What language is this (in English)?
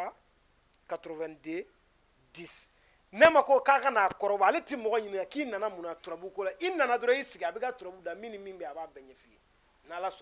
Bambara